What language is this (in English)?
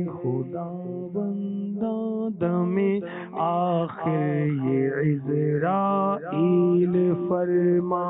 Urdu